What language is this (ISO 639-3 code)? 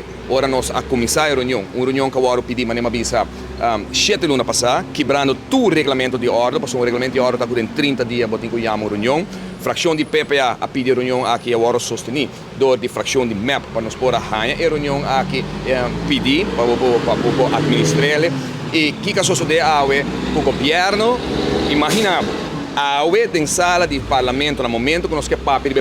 pap